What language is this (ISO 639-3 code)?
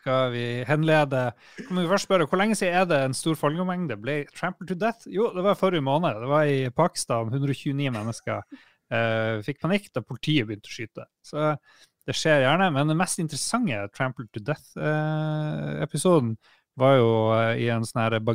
nor